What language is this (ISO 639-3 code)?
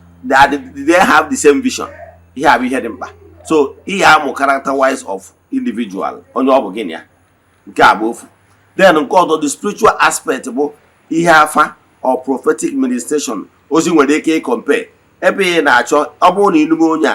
ibo